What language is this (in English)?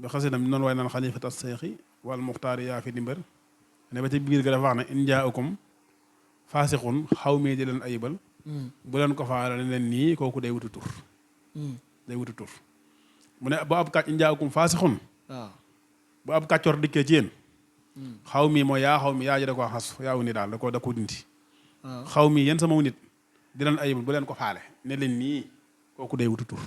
Wolof